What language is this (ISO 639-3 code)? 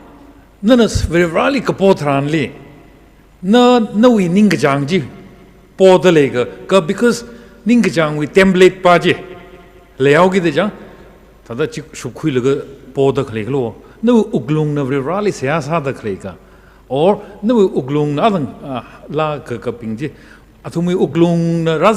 nmf